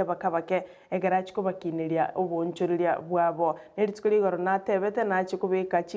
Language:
Gusii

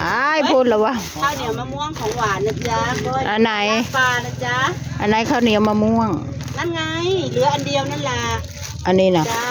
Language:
Northeastern Thai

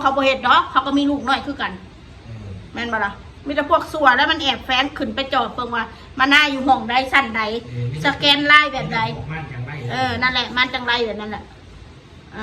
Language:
Northeastern Thai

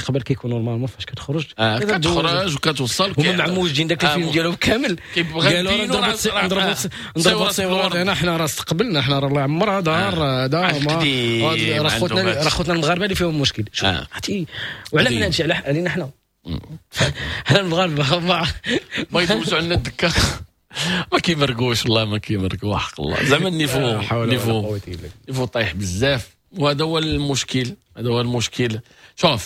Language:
Moroccan Arabic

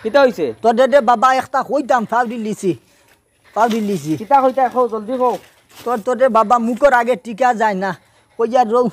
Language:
Sylheti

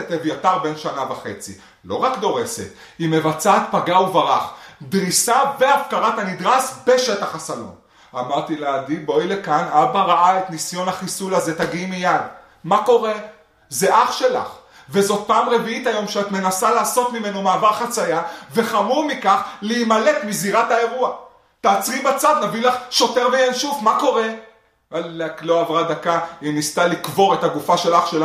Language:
Hebrew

